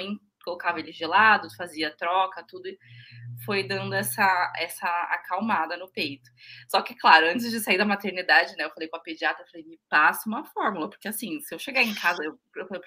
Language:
Portuguese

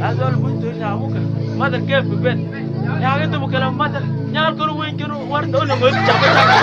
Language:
Mabaan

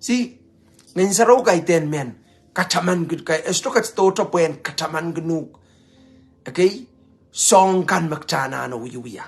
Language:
Pohnpeian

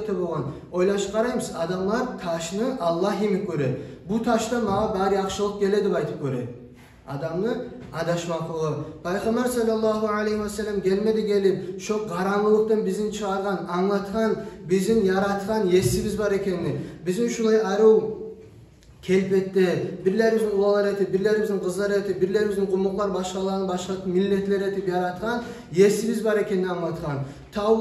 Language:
Kumyk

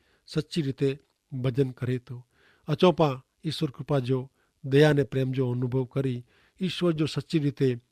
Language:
Kachhi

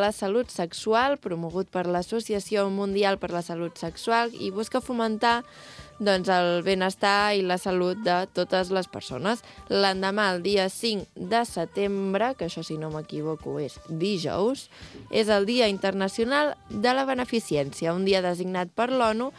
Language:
Catalan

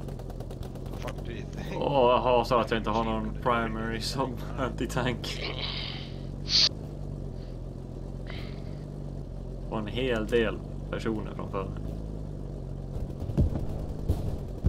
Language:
Swedish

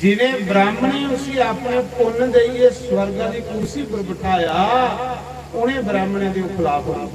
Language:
Dogri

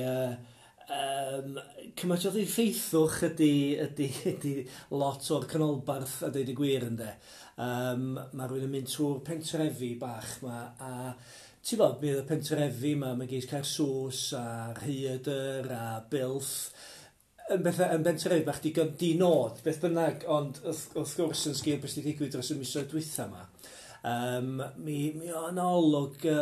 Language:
Welsh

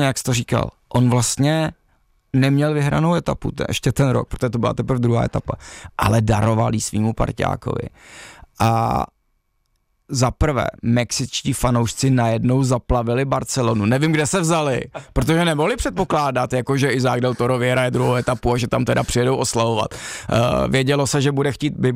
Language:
Czech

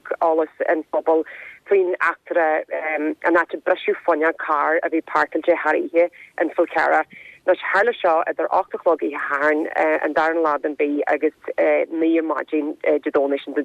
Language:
Irish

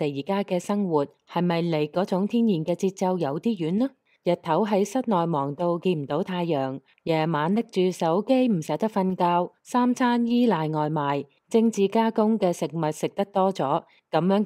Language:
Cantonese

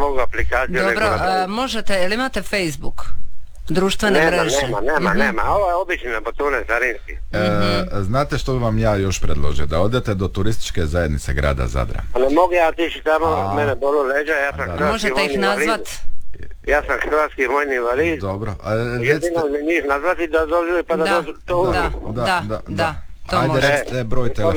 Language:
Croatian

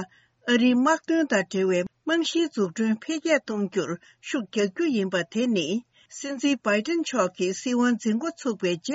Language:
Tibetan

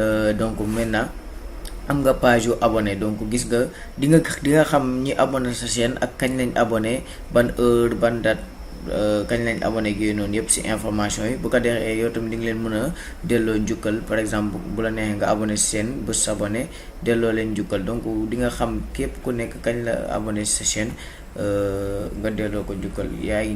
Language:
Wolof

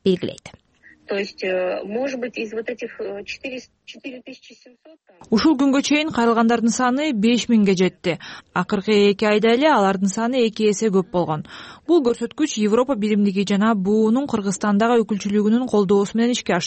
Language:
Kyrgyz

